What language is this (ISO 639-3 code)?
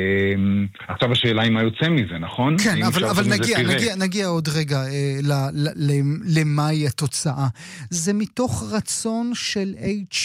heb